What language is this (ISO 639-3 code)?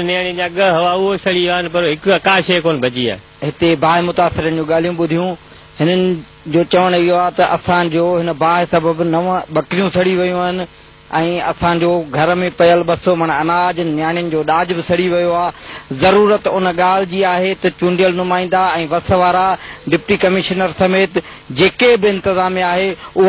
snd